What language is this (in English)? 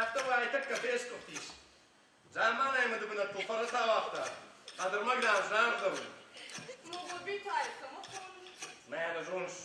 Ossetic